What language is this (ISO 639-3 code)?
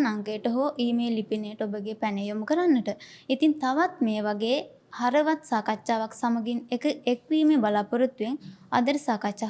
sin